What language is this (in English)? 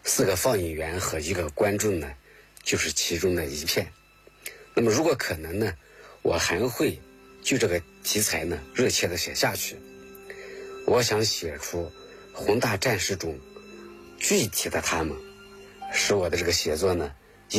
Chinese